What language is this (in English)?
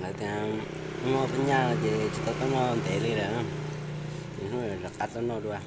Hmong